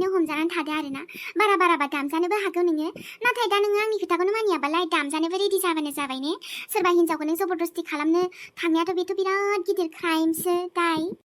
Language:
Bodo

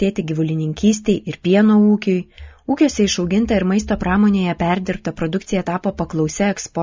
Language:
Lithuanian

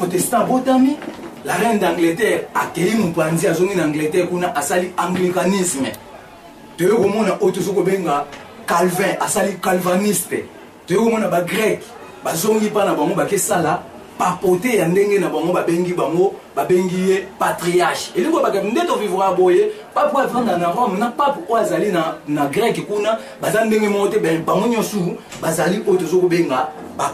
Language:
Lingala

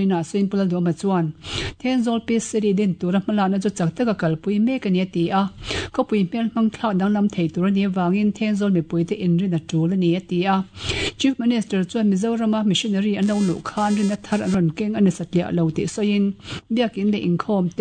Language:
Mizo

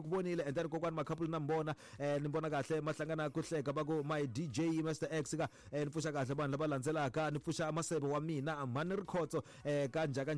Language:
Tsonga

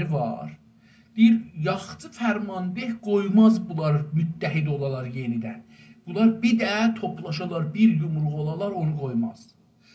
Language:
South Azerbaijani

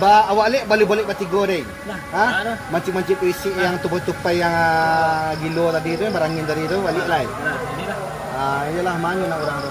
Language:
Minangkabau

